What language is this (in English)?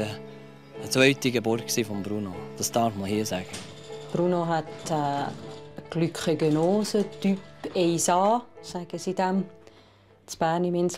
Swiss German